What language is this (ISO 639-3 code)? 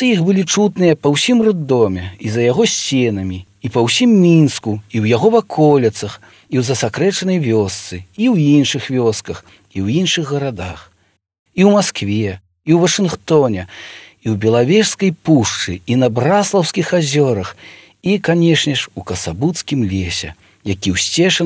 bel